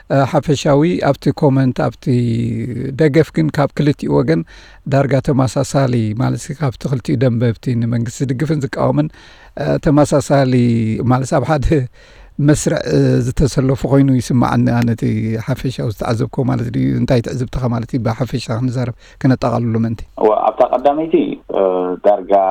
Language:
Tigrinya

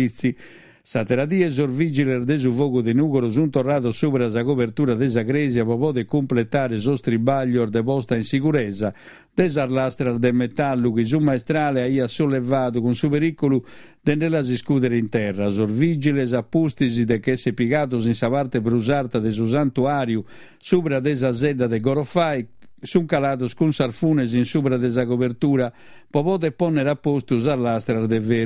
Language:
Sardinian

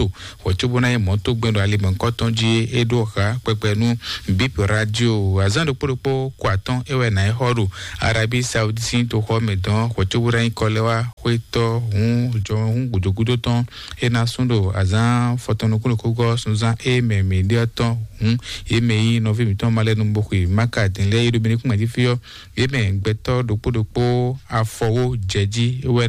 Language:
Fon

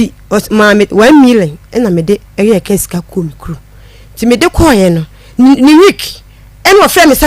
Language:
Akan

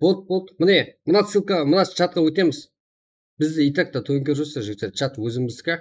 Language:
Kara-Kalpak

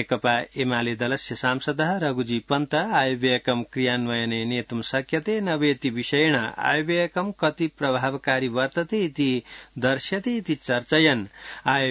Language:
Sanskrit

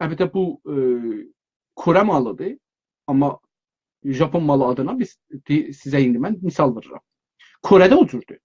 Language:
South Azerbaijani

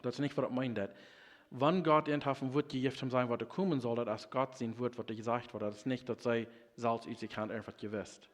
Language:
Plautdietsch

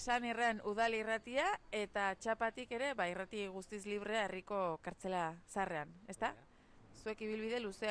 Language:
Basque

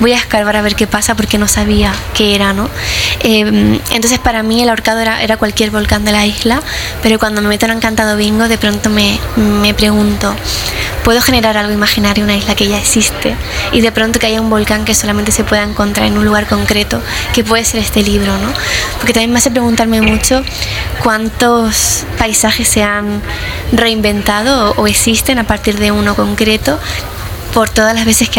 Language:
Spanish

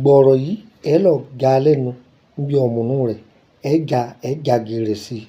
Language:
Yoruba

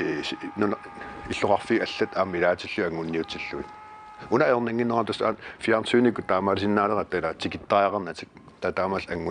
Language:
Kalaallisut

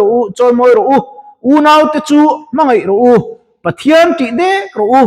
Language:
Mizo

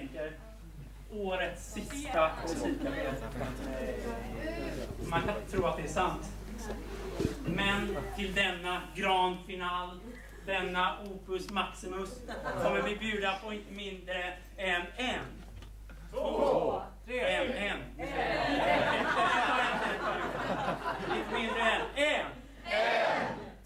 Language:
Swedish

